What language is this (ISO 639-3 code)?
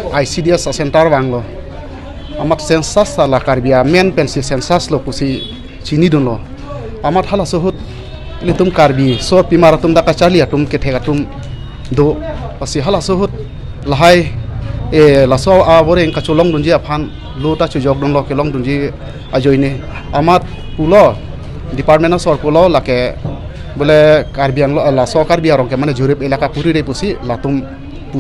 mjw